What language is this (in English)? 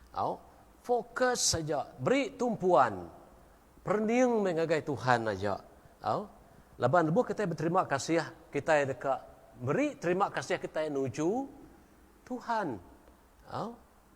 Iban